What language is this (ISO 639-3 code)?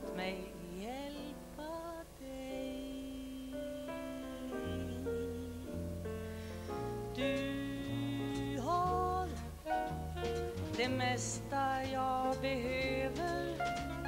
swe